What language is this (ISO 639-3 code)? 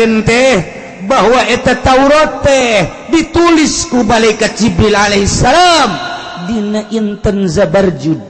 sun